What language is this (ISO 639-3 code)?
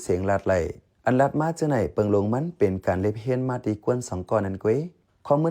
shn